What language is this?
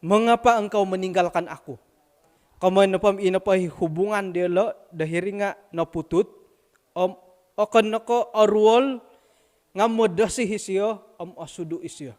Central Dusun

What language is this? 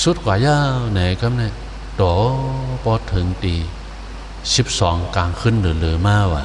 Shan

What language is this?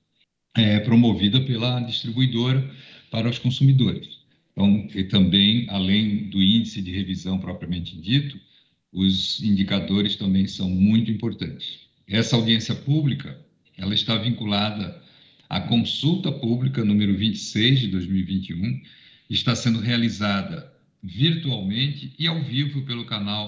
Portuguese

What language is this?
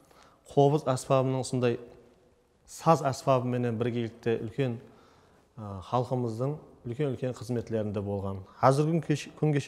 Kara-Kalpak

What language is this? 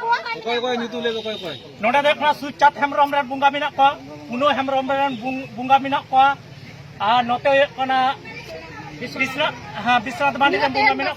Santali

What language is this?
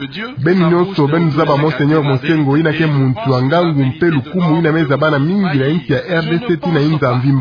Kituba (Democratic Republic of Congo)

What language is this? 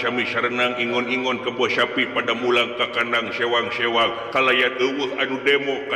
Sundanese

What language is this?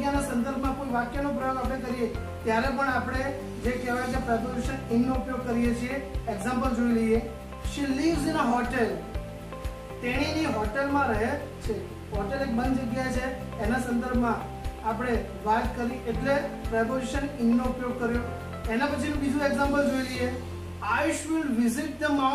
Gujarati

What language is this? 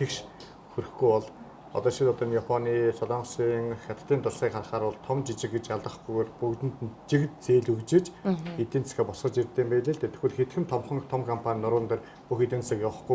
Mongolian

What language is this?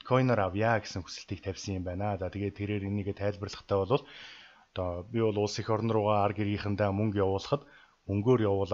Mongolian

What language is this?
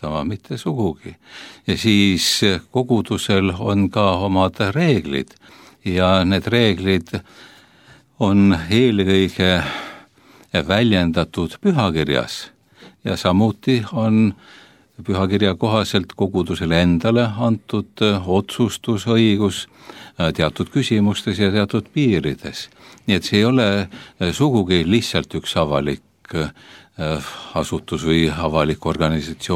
Estonian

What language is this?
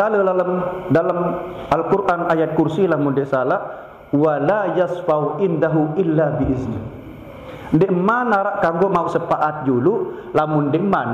Sasak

